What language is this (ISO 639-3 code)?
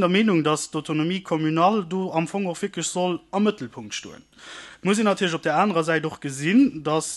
ltz